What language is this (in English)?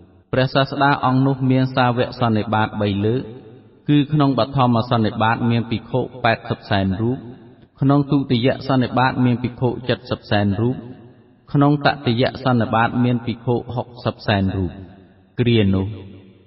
Khmer